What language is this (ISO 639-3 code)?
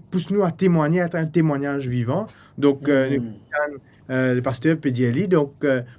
mfe